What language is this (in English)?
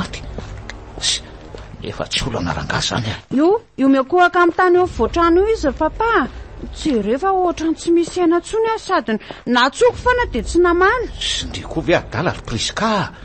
Malagasy